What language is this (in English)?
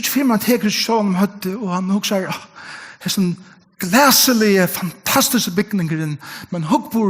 Faroese